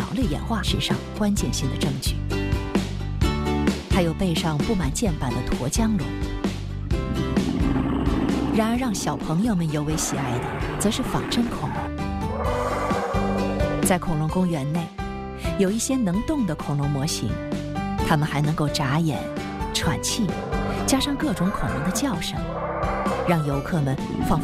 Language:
Chinese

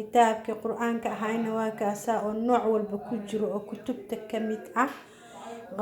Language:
Somali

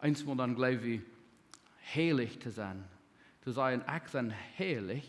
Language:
Plautdietsch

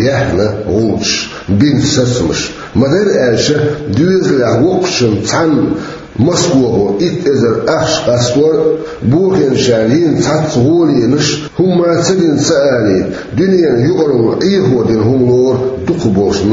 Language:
Chechen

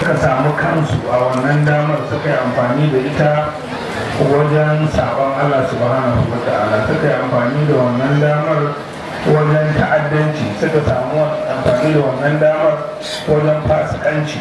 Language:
Hausa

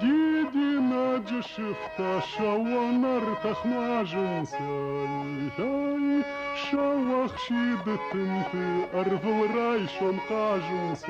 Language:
Ossetic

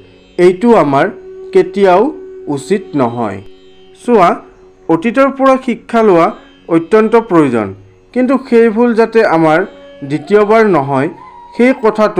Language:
Assamese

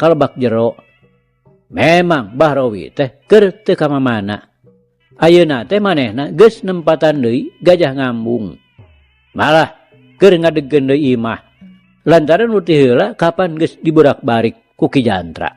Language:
Sundanese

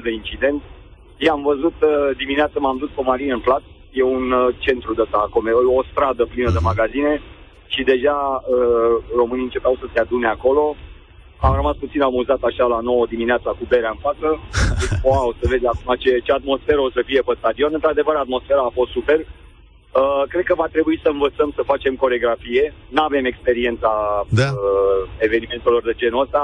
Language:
Romanian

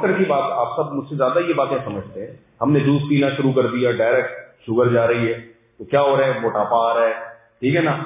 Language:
Urdu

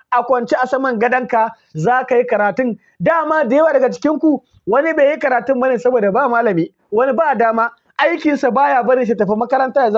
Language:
Hausa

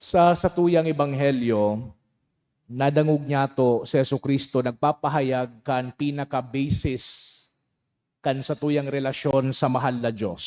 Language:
Bikol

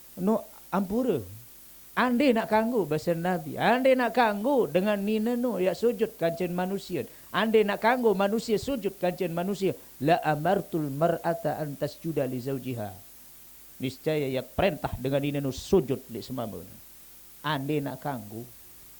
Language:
Sasak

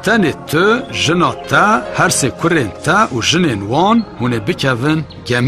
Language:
Kurdish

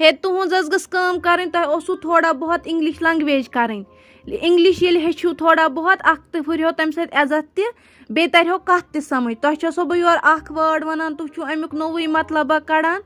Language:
Kashmiri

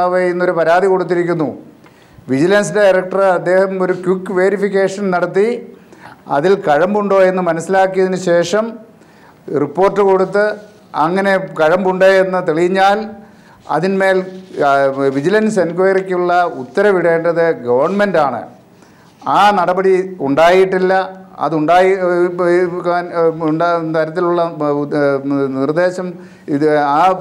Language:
Malayalam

